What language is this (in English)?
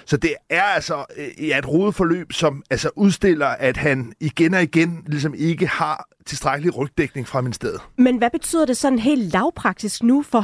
Danish